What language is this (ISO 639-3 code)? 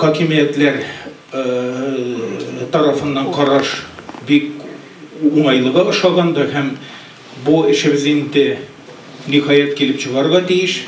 tat